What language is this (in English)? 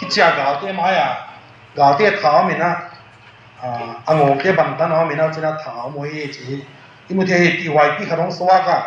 Tedim Chin